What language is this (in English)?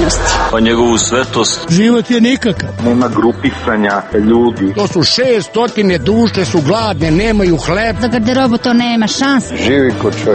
Serbian